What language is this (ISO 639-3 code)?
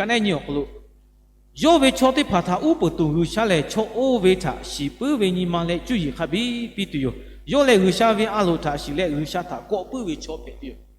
lhu